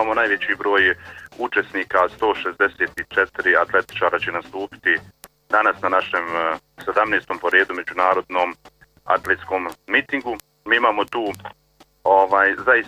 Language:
Bosnian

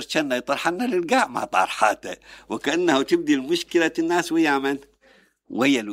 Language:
Mesopotamian Arabic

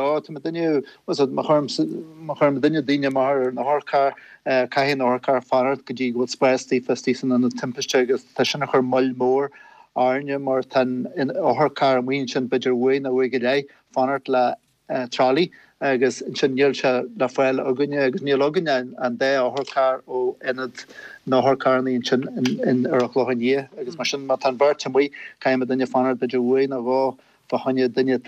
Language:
Irish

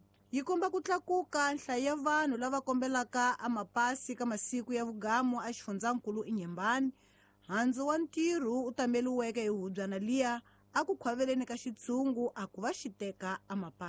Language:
Tsonga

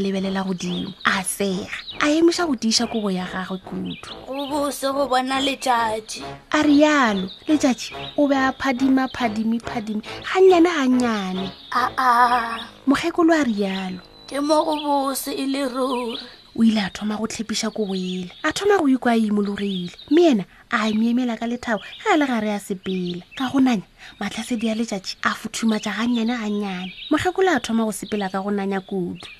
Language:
Northern Sotho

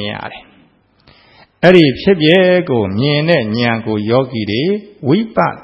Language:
Burmese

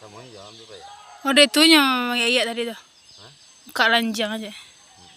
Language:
Minangkabau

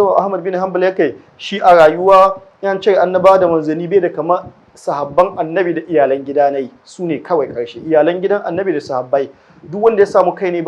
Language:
Hausa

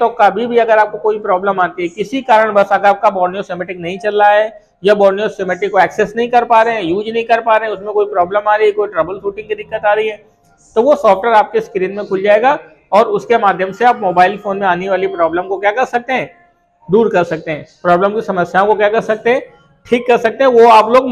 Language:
Hindi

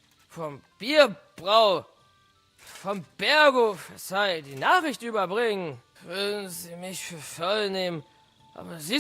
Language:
Bavarian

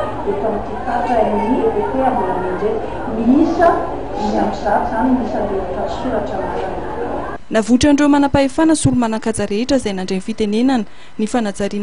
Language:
Malagasy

